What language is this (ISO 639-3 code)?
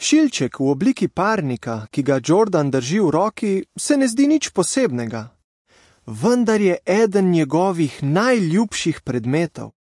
slv